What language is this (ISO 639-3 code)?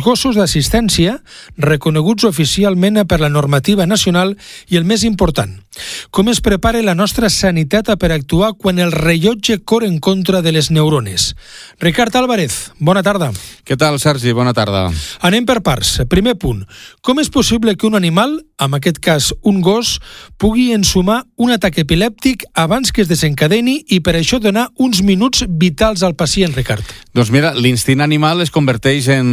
cat